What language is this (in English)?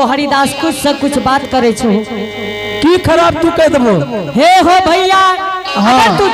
Angika